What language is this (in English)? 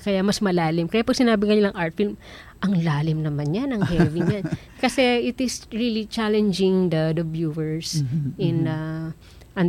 Filipino